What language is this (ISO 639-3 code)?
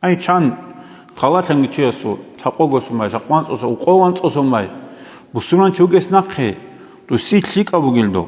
ava